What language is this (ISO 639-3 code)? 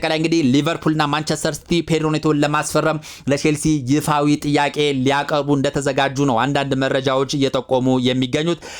amh